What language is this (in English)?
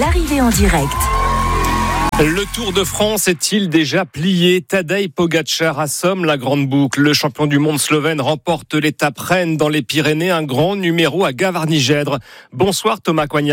French